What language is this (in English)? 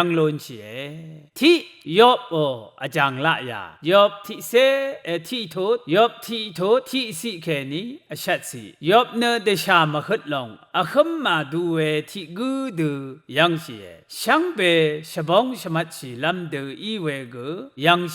Rawang